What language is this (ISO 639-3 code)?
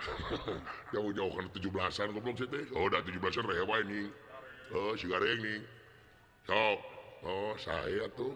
sun